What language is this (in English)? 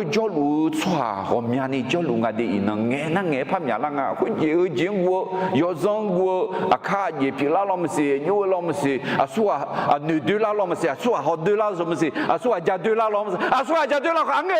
Akha